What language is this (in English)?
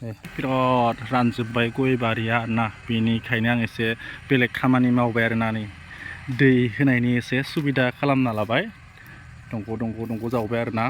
Bodo